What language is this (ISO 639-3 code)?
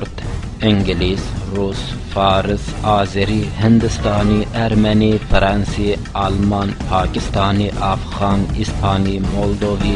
kur